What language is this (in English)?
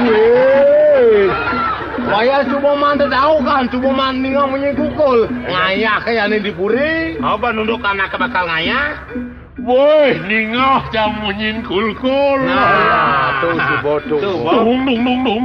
Balinese